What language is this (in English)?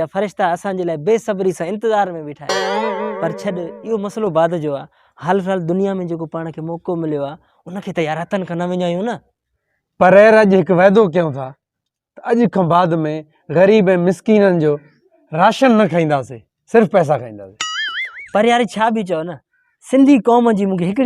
Sindhi